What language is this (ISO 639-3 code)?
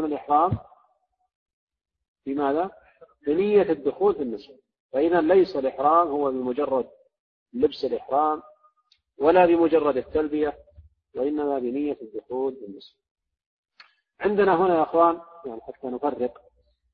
ara